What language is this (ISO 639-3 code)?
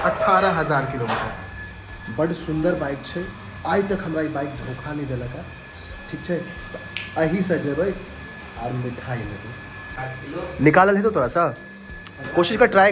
mai